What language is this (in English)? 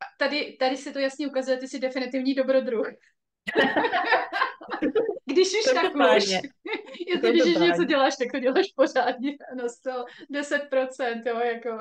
Czech